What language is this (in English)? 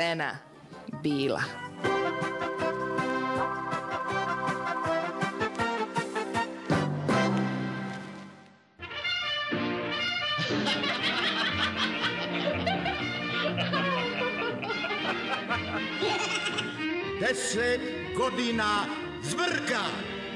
Croatian